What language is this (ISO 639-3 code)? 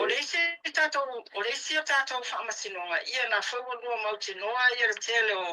smo